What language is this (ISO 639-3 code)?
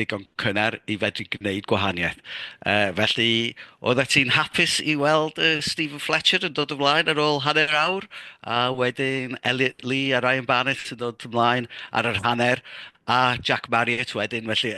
cym